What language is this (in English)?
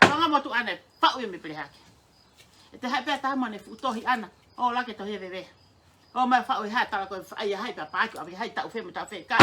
Tongan